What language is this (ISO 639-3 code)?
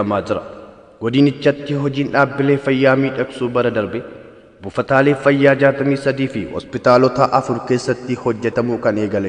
orm